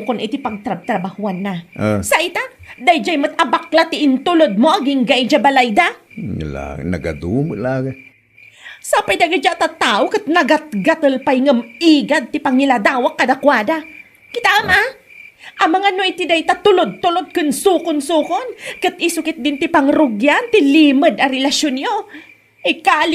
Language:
Iloko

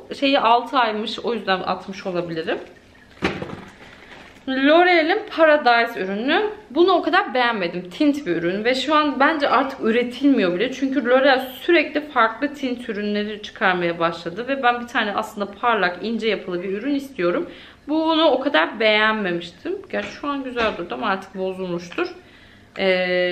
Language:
Turkish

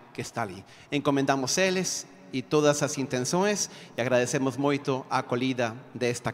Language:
Portuguese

